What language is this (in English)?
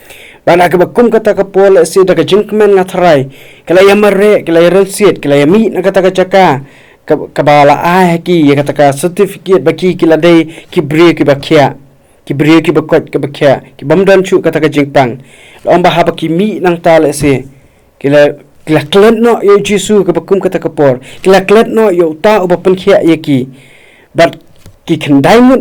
Khasi